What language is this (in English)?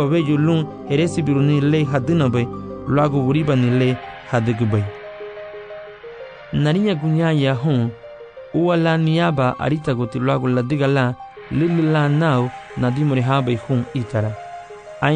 Garifuna